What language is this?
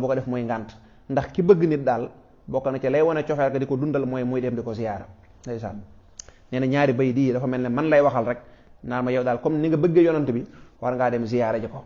Wolof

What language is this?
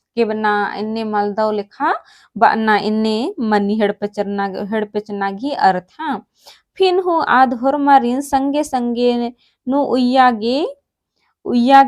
Kurukh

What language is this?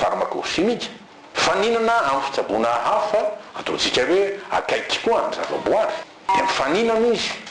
Malagasy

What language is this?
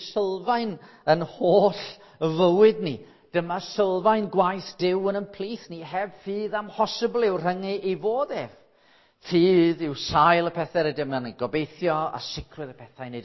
Welsh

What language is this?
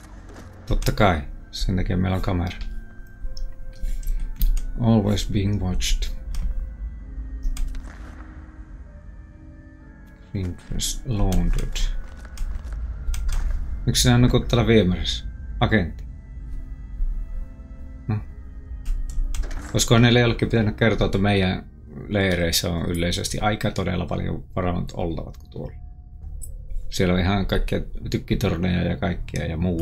Finnish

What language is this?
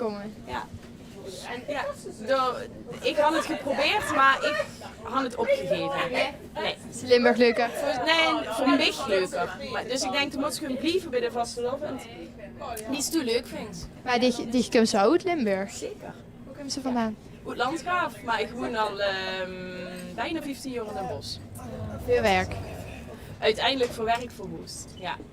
Limburgish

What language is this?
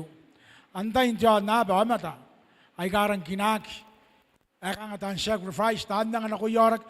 Gilbertese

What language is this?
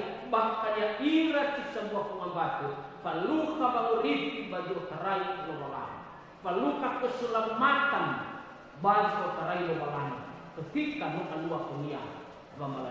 Nias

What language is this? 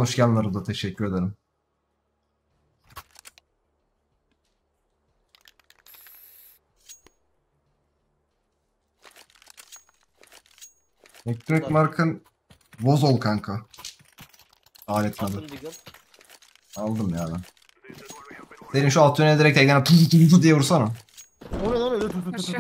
Turkish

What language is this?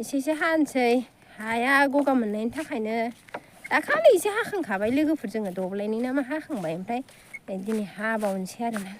Bodo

